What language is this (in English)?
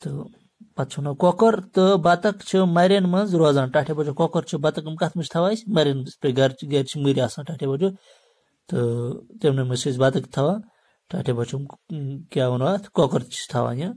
Kashmiri